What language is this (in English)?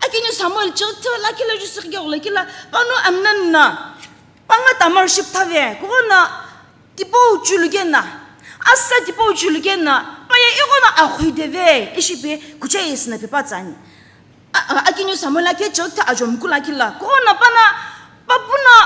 Sumi Naga